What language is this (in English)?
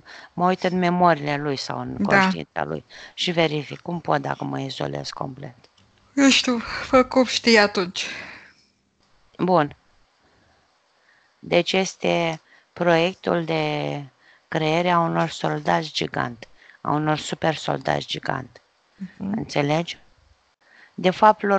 Romanian